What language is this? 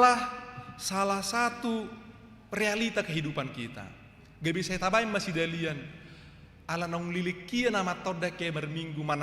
Batak Toba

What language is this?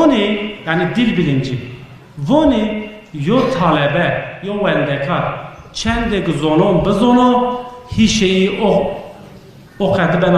Zaza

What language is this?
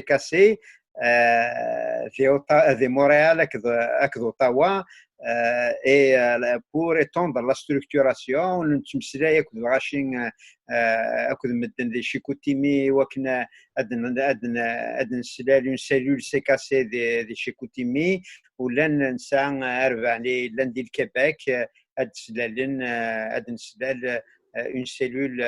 Kabyle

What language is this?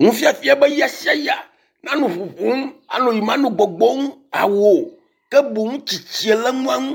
Ewe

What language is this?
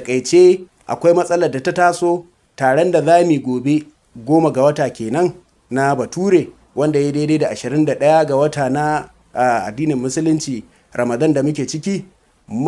Hausa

